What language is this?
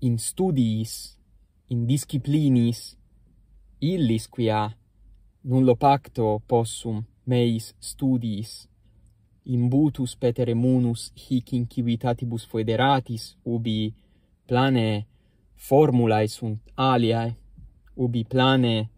Latin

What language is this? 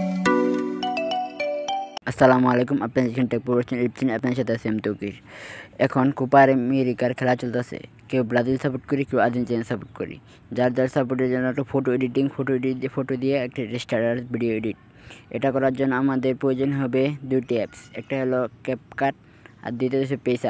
Bangla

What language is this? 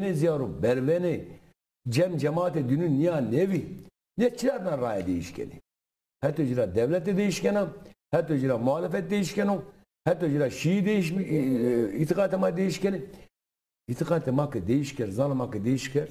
Zaza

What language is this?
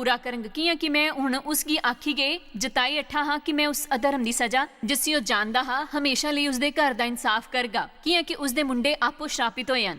Dogri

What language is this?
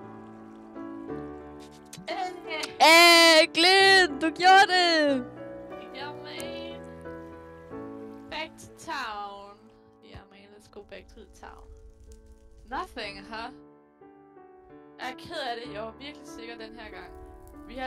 Danish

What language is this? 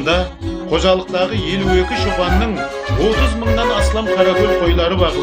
Kara-Kalpak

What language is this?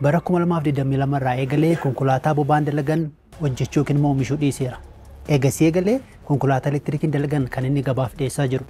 Oromo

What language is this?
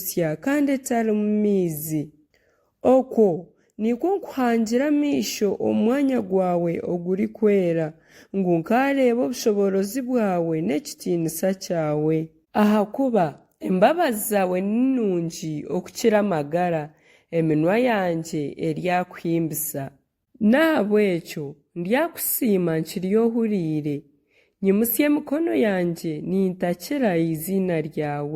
Nyankole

